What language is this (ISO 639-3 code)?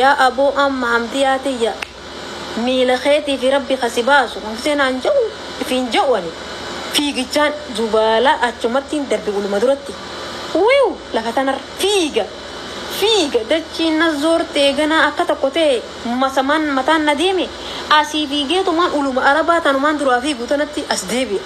orm